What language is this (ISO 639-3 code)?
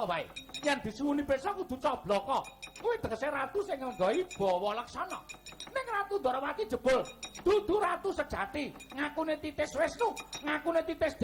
jav